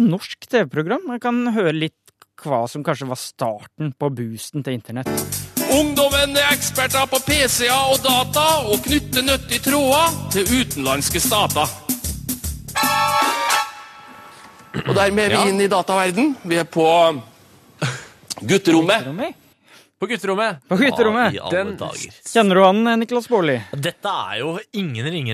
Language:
Norwegian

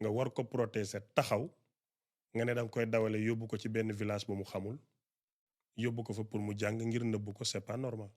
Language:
Wolof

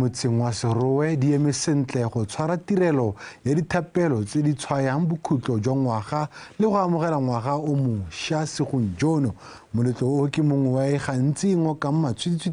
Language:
Tswana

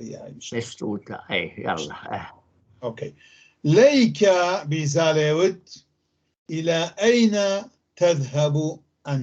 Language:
North Levantine Arabic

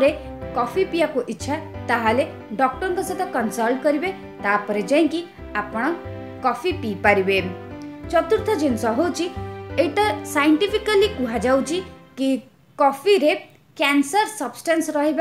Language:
Odia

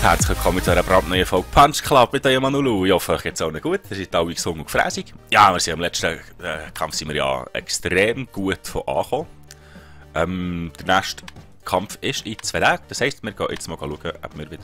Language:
Swiss German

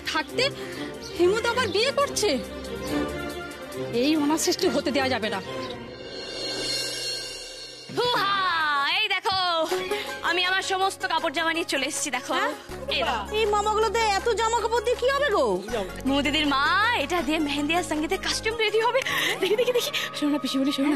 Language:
Bangla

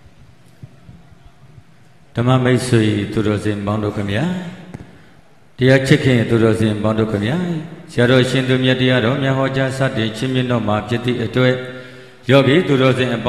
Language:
Burmese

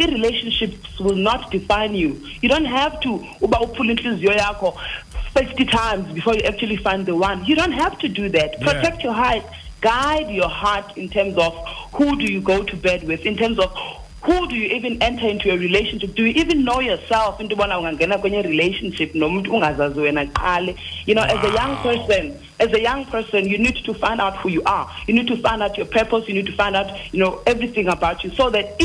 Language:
Xhosa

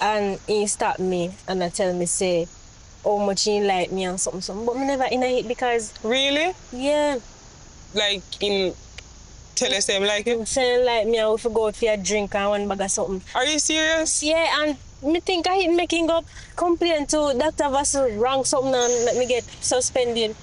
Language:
Jamaican Creole English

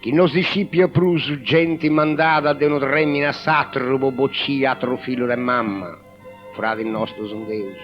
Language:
Sardinian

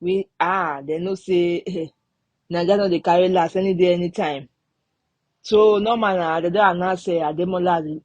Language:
Nigerian Pidgin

